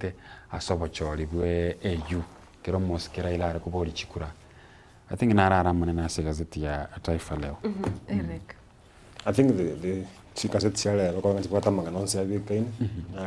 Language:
Gusii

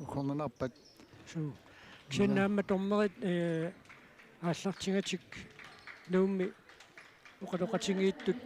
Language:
Kalaallisut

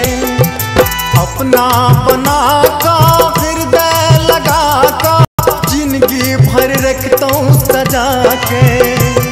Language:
Bhojpuri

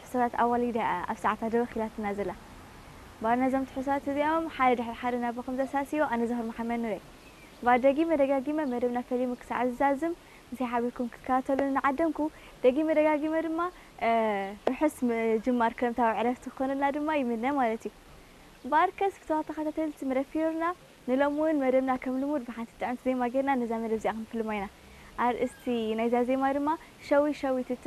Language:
Tigrinya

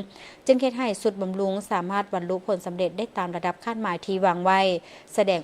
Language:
Lao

